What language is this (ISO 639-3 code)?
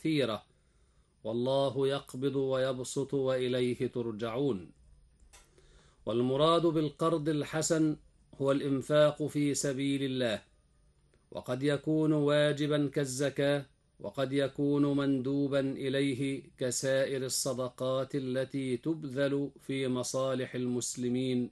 ara